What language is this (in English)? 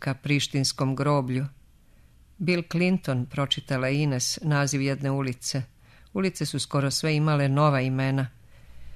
Serbian